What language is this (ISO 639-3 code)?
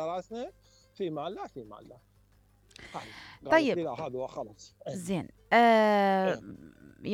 acm